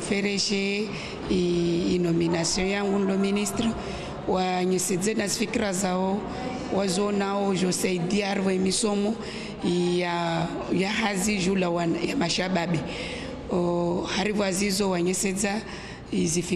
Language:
Ngazidja Comorian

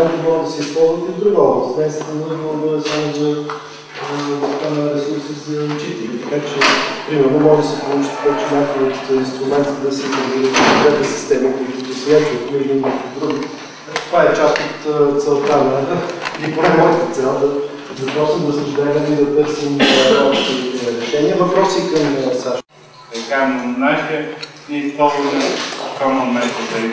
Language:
Bulgarian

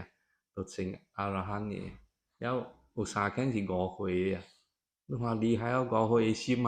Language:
Min Nan Chinese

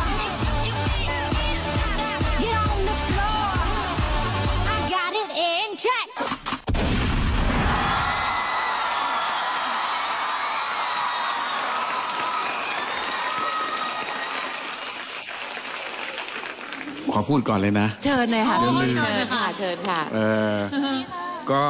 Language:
Thai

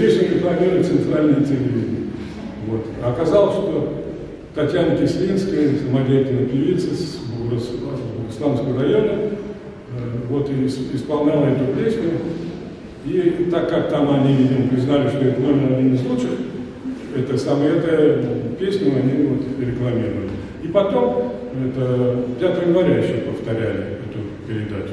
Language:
Russian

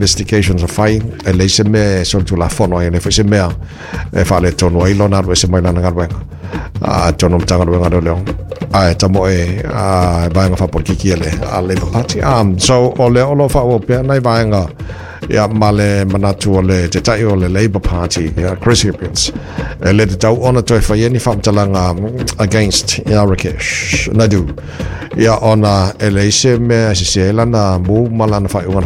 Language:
Samoan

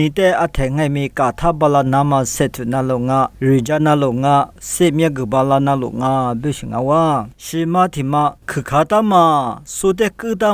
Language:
Lisu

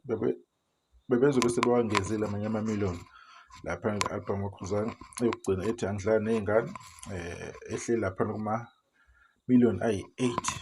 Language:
Zulu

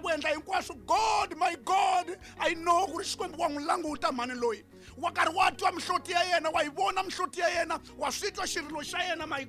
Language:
Tsonga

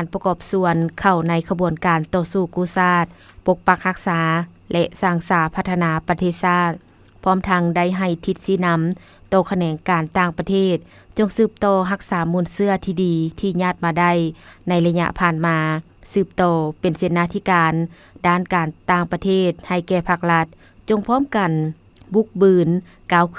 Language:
Lao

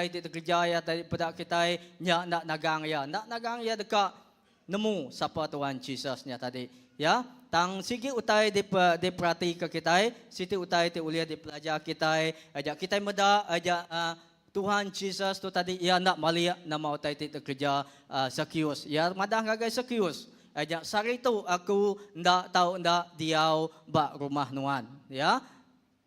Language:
Iban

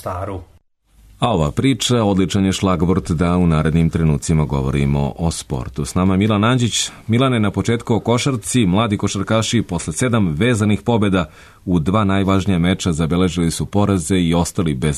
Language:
Serbian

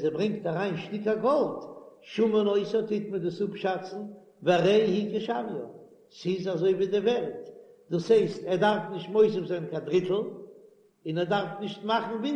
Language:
Yiddish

